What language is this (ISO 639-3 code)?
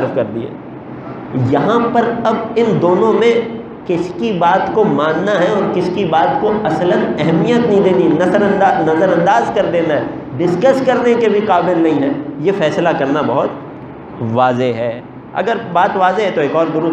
urd